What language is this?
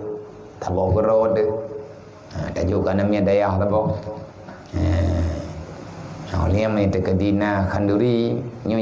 Achinese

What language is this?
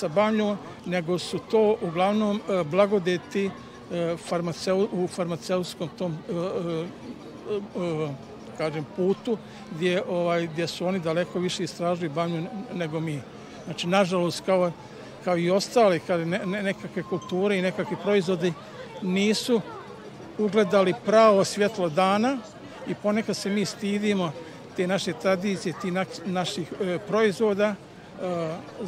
Bosnian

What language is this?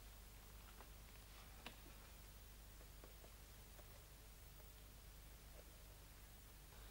Slovak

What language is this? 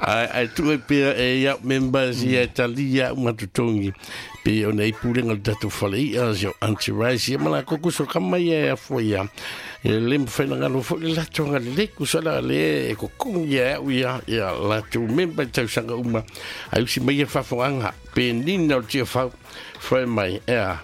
Samoan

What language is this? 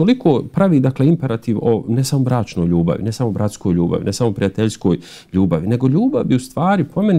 Bosnian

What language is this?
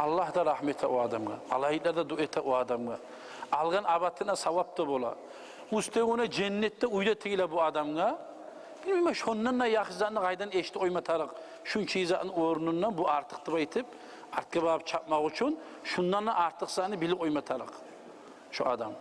Kumyk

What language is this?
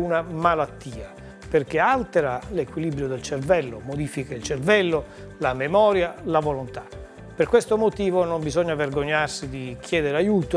Italian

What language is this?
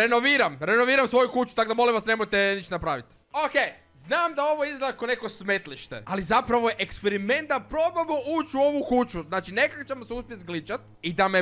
Croatian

